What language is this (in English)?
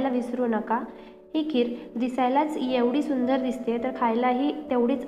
Marathi